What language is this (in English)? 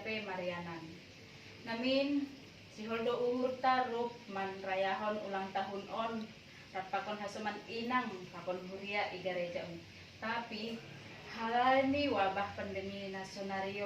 Batak Simalungun